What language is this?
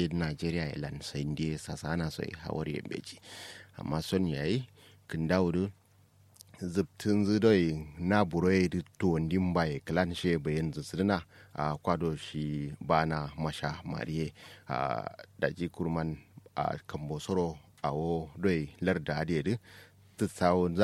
Kanuri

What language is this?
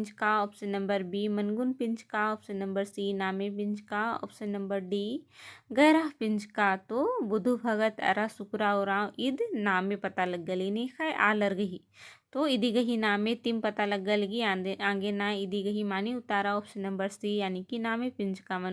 Kurukh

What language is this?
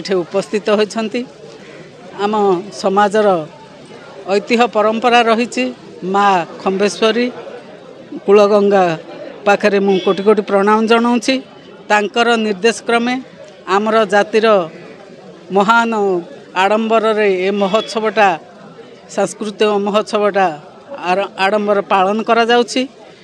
Odia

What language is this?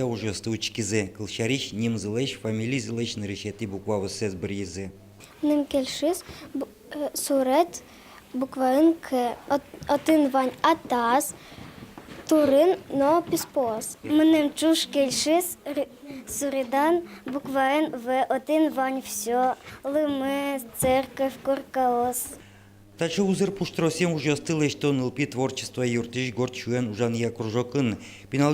Udmurt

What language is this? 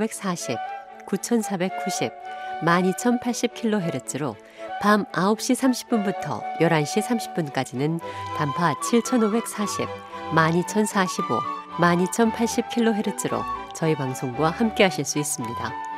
Korean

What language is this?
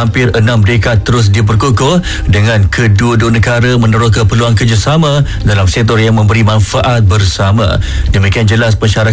Malay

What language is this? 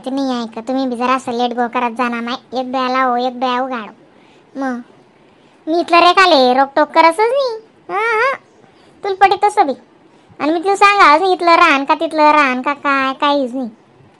Khandesi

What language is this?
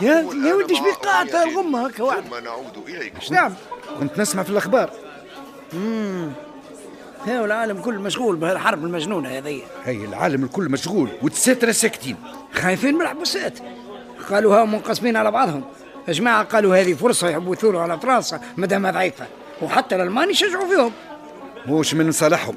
Tunisian Arabic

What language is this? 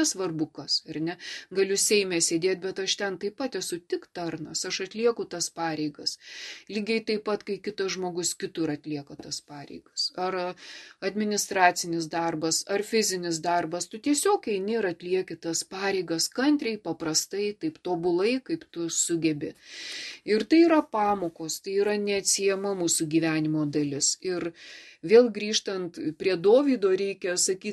Lithuanian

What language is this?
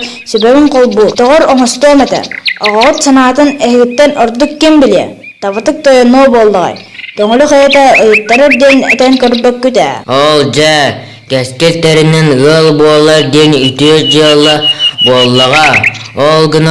Yakut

